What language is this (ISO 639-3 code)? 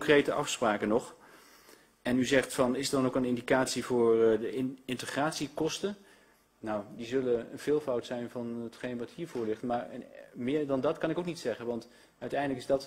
nld